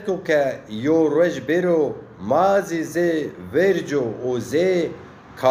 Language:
Zaza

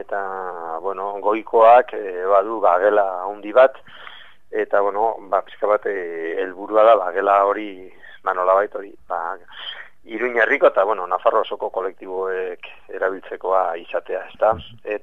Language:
Basque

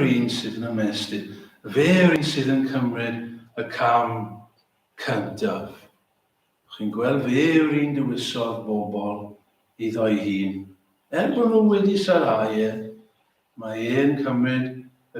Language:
Welsh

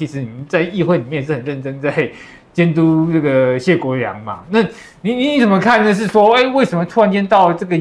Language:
Chinese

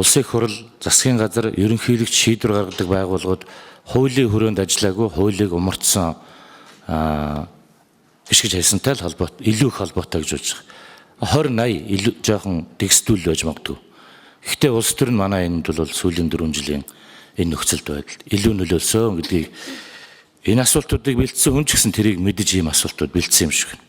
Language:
Mongolian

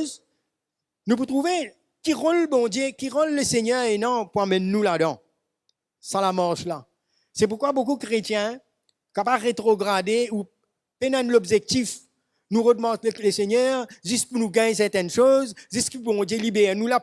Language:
Morisyen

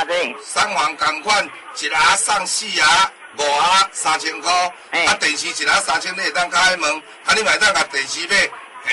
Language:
Min Nan Chinese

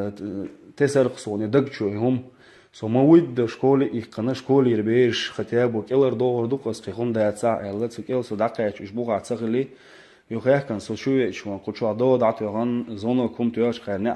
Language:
Chechen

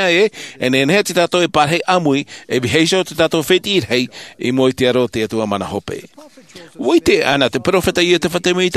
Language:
Tahitian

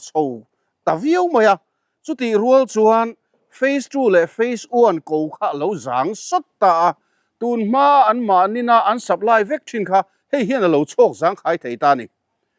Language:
Mizo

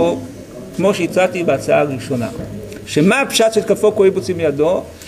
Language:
Hebrew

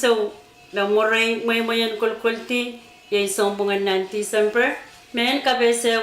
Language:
Pohnpeian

